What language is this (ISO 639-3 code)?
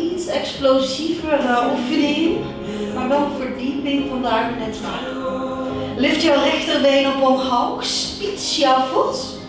nld